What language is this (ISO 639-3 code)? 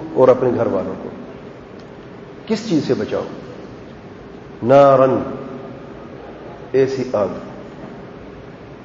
urd